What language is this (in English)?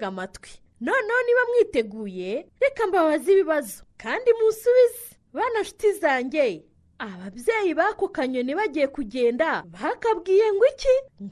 Kinyarwanda